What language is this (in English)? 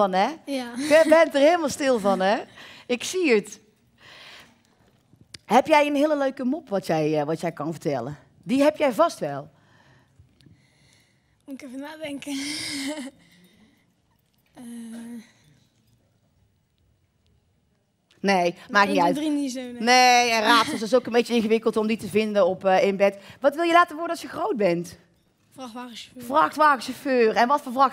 Dutch